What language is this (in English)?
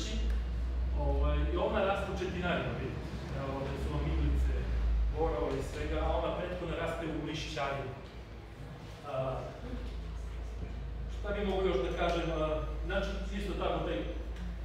Serbian